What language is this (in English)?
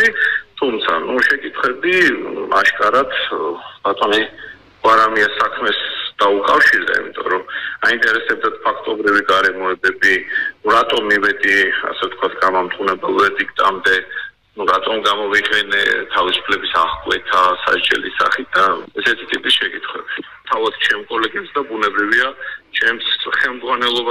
Georgian